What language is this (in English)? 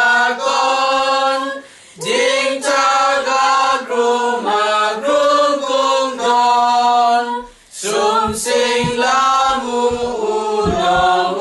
Kachin